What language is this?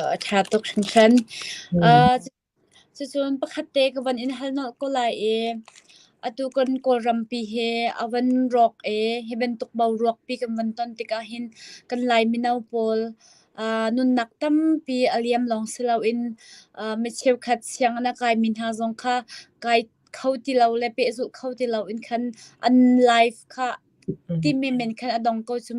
Hakha Chin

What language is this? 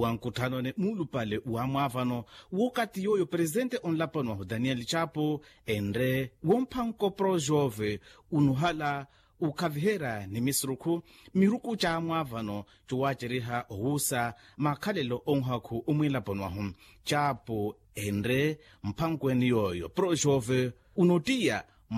Makhuwa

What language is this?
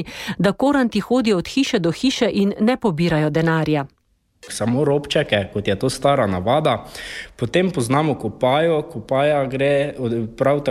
Slovenian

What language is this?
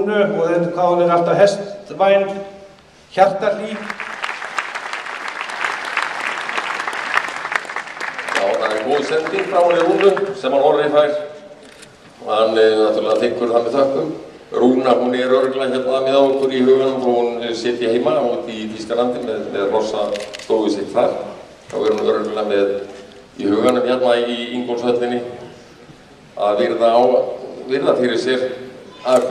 Icelandic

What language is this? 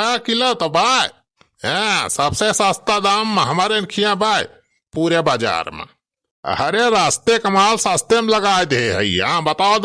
Awadhi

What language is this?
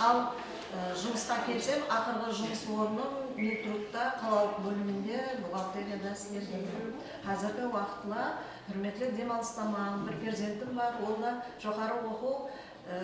Kara-Kalpak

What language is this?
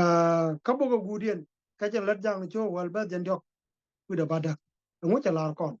Nuer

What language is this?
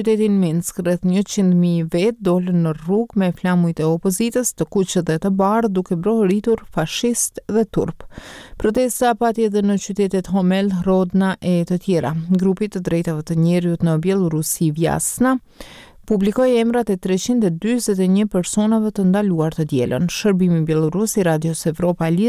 Albanian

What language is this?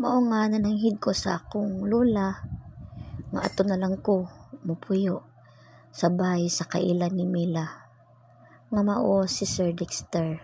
Cebuano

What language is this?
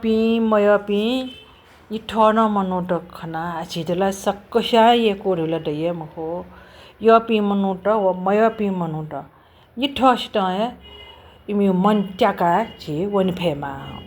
Newari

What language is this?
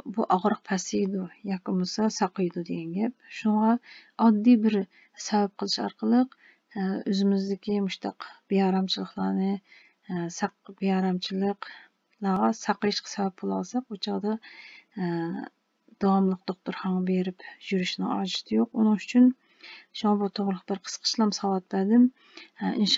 Uyghur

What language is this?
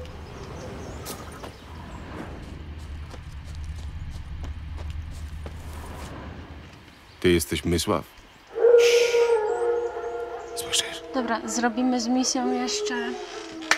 Polish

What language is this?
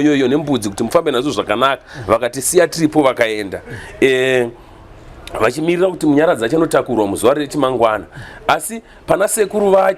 Shona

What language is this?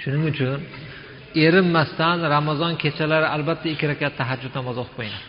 Uzbek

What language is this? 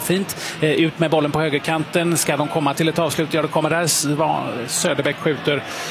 Swedish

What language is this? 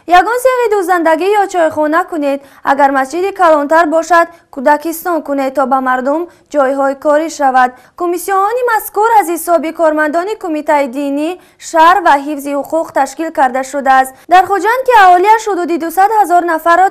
Tajik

